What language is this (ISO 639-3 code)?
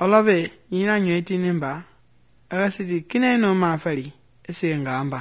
men